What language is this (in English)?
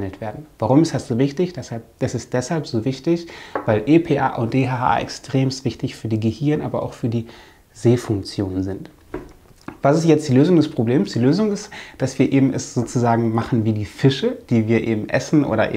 German